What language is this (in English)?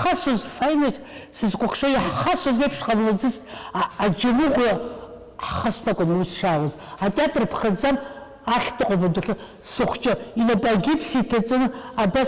Abkhazian